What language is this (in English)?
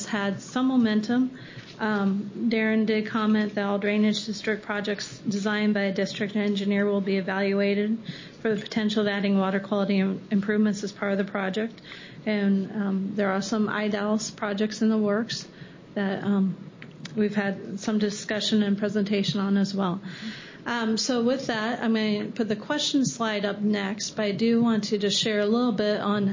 English